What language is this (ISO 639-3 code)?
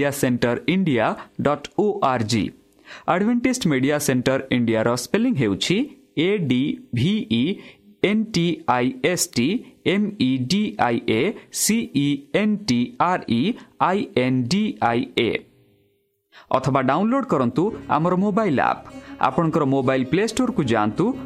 ori